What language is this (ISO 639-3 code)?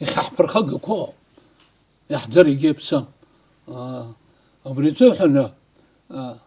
abk